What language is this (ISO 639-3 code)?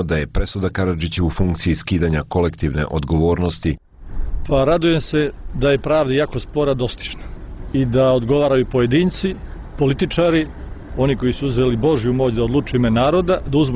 bos